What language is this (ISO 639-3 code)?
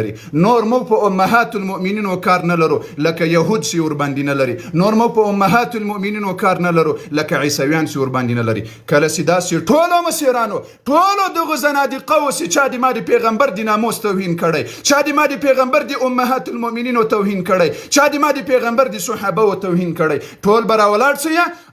pus